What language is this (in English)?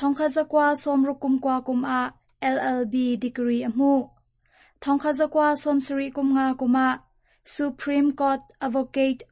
Hakha Chin